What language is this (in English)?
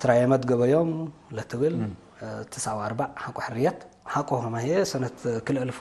Tigre